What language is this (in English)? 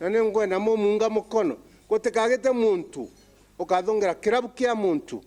Meru